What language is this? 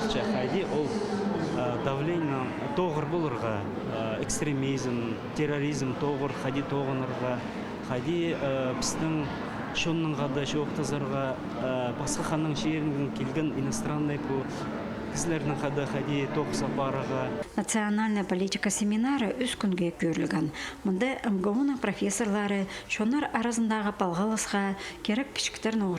Khakas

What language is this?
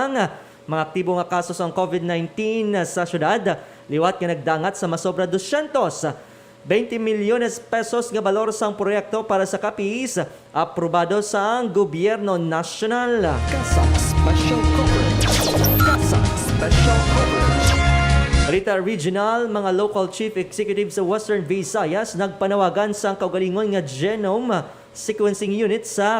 Hiligaynon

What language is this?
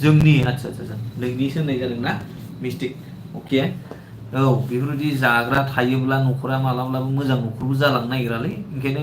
Bodo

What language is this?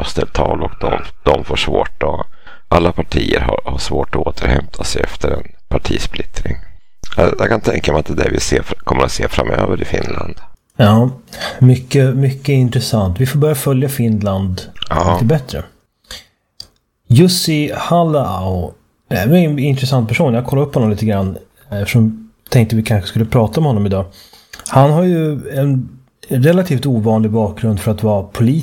Swedish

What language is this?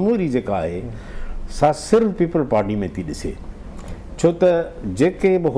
Sindhi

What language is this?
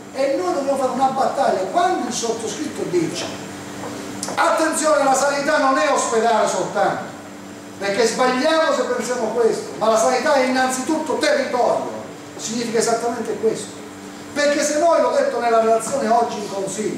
Italian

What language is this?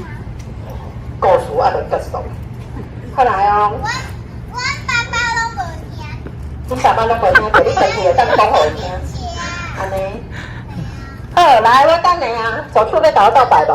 Min Nan Chinese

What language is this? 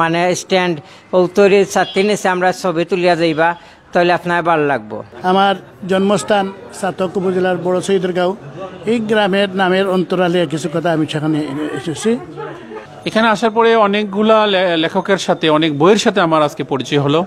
Sylheti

